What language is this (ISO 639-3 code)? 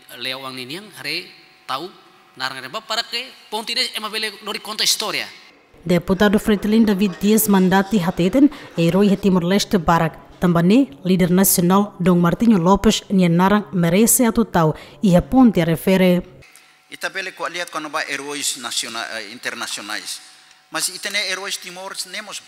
tet